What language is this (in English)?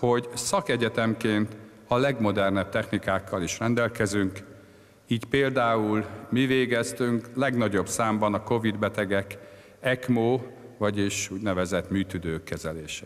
Hungarian